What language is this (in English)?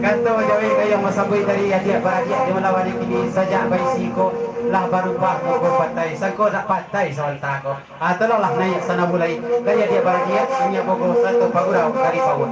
Minangkabau